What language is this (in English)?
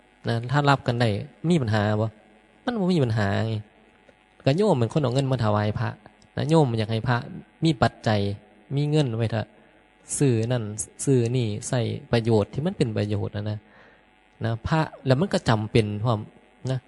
Northeastern Thai